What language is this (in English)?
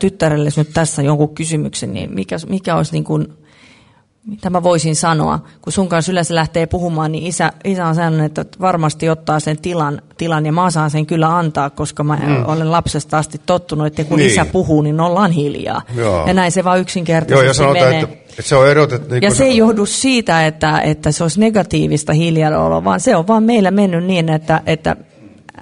Finnish